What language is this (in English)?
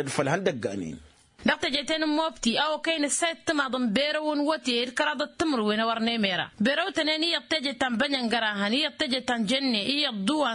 Tamasheq